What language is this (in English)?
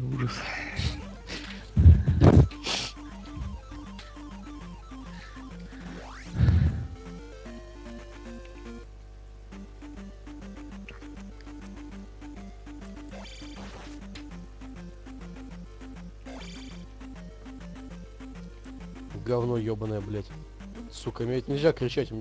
Russian